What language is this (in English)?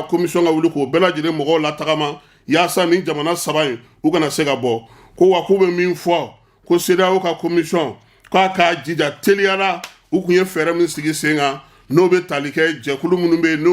Bambara